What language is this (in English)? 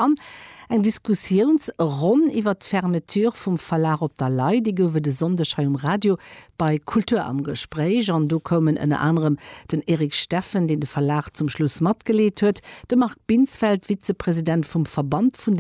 Luxembourgish